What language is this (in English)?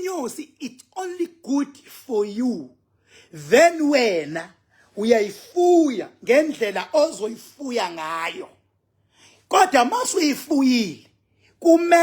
Zulu